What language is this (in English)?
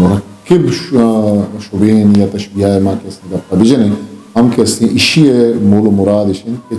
Eastern Balochi